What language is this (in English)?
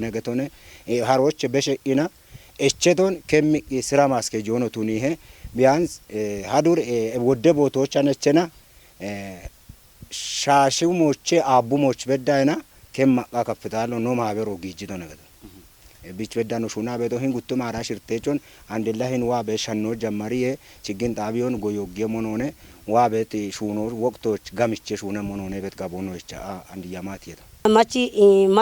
Kafa